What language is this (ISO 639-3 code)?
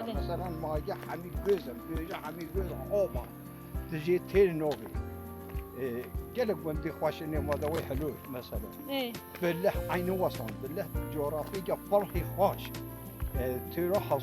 kur